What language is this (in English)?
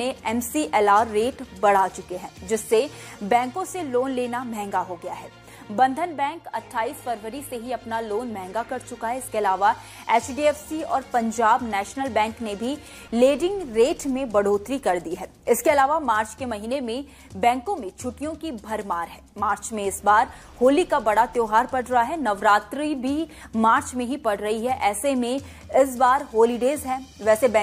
Hindi